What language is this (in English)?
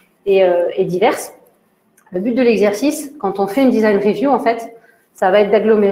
French